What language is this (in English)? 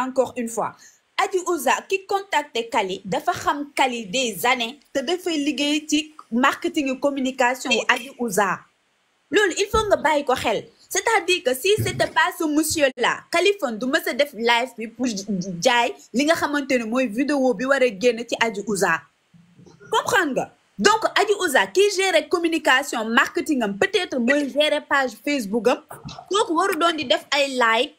Wolof